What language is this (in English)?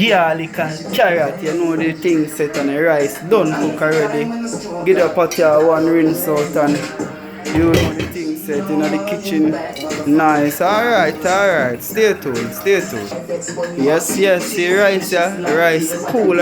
Jamaican Creole English